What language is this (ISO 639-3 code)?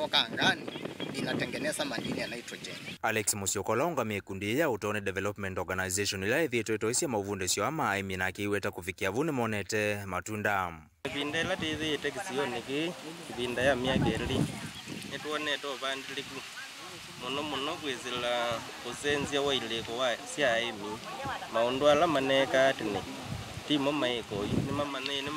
kam